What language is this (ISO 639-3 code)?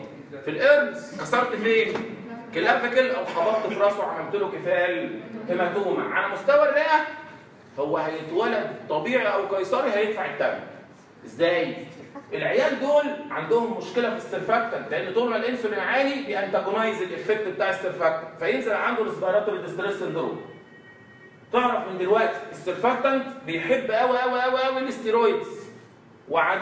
arz